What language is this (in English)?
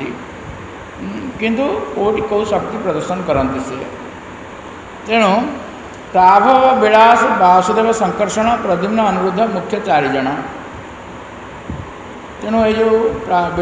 Odia